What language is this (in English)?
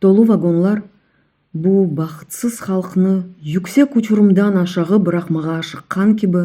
Crimean Tatar